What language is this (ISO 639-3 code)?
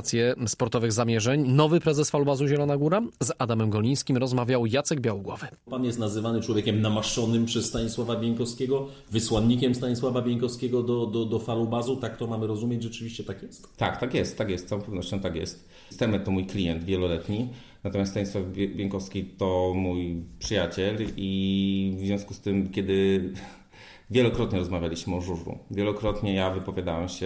pol